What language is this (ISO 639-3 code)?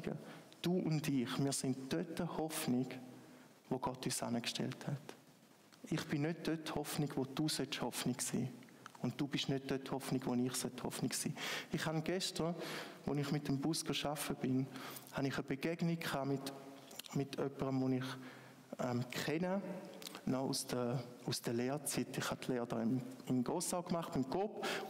gsw